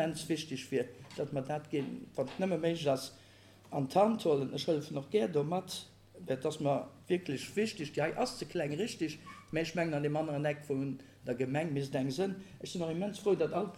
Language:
Luxembourgish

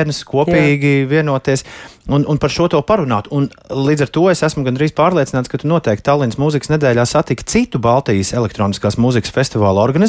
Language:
Latvian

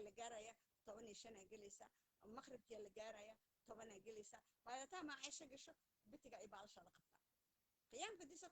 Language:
Somali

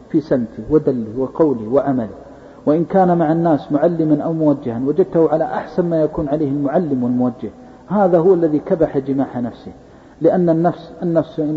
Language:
Arabic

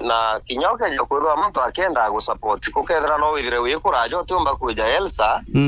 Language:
Meru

